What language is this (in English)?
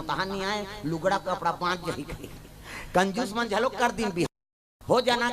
Chhattisgarhi